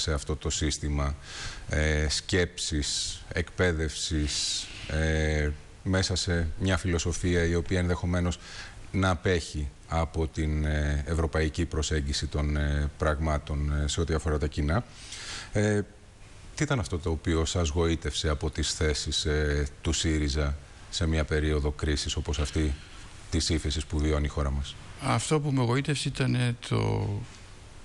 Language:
Greek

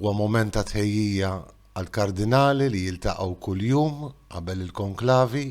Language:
Maltese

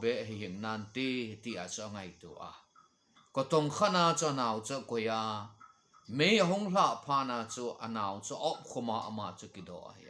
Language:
Thado Chin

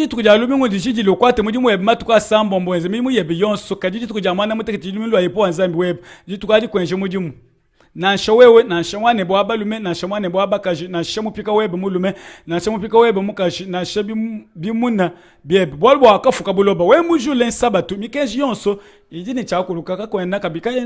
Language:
Luba-Lulua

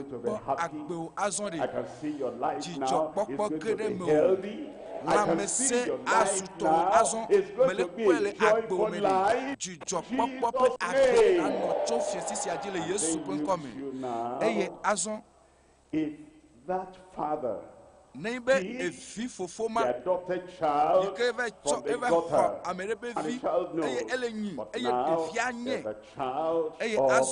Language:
Ewe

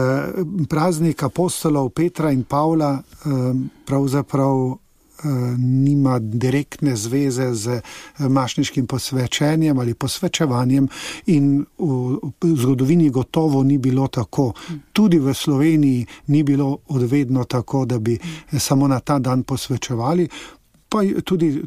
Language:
Slovenian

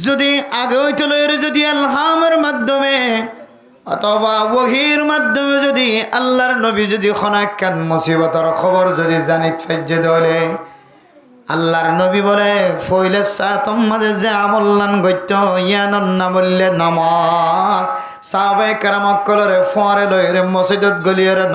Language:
Rohingya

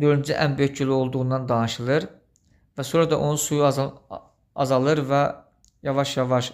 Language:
Azerbaijani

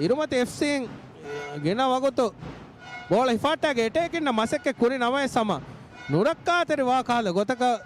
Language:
Divehi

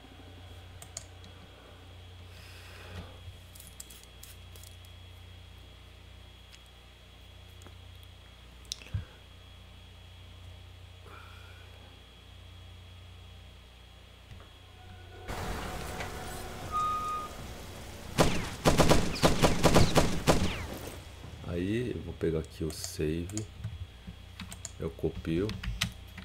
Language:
Portuguese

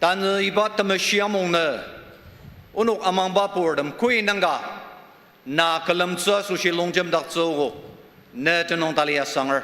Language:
Ao Naga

